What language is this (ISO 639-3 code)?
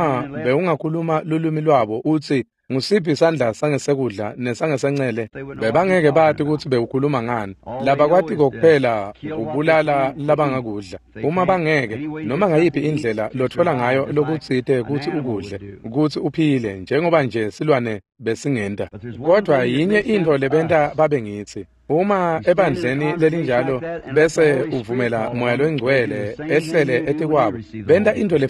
ssw